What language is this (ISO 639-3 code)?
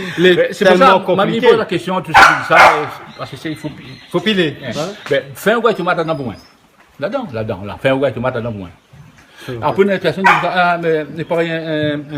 rcf